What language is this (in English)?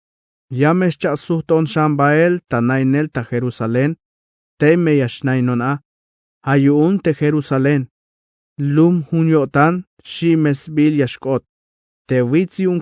Tzeltal